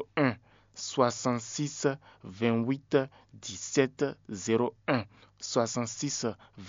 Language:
Fon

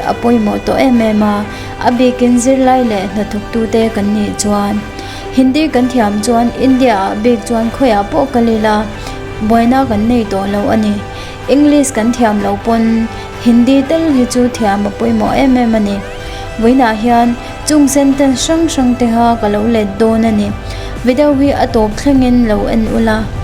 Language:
Mizo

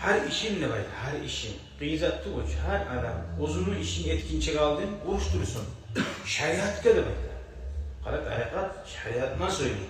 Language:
Kumyk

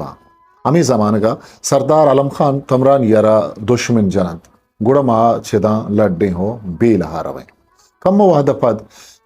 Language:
Eastern Balochi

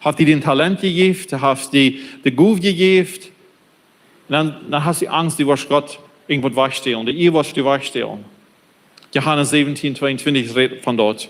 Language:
Plautdietsch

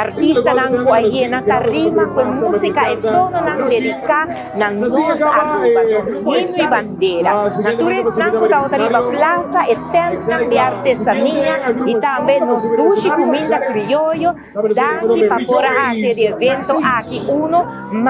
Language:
Papiamento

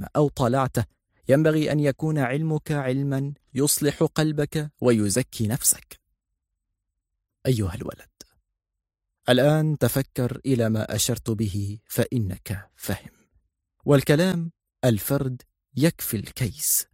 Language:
Arabic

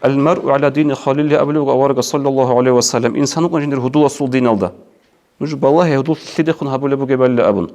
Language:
Avaric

